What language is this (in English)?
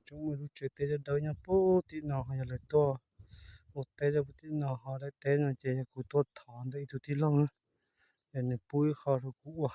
Hmong